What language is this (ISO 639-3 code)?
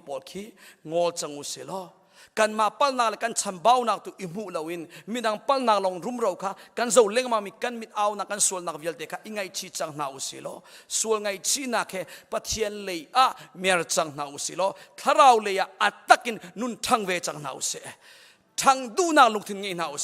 cnh